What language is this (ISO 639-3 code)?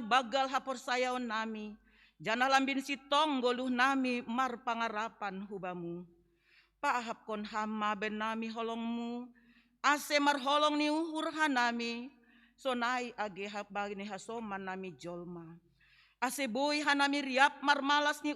bts